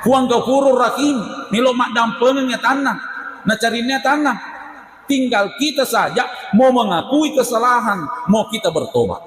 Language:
Buginese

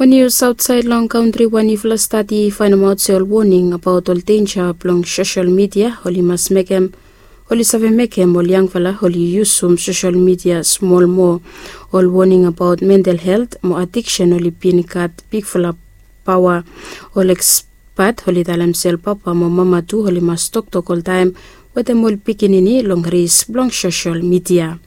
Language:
Bislama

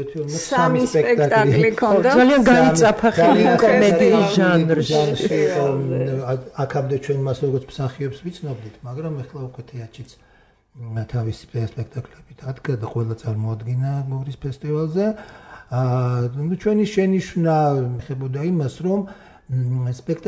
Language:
Georgian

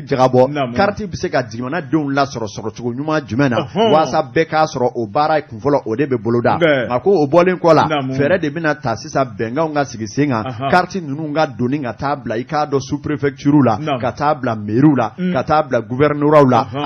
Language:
Bambara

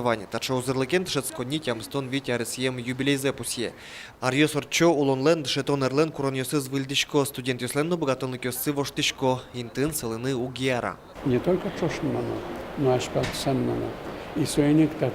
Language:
Udmurt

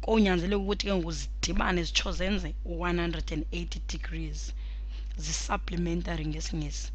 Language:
Xhosa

